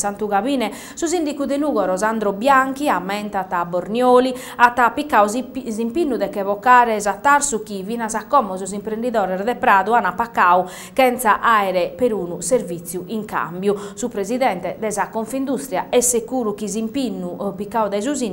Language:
Sardinian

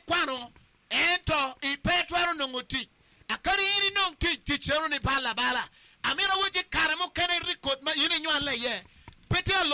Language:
Acoli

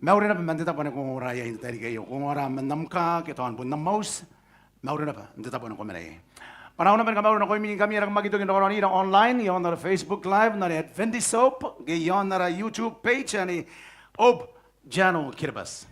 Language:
Gilbertese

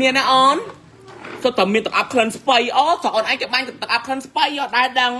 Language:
Khmer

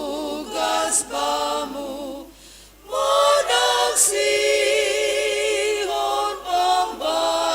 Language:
Batak Simalungun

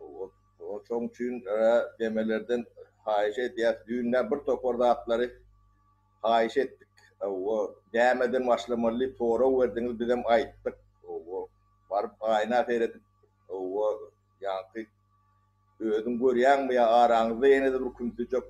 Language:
Turkmen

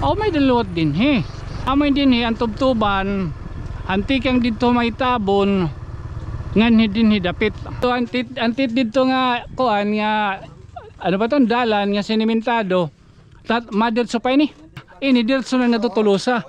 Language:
Waray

